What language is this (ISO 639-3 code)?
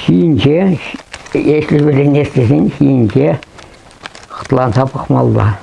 chv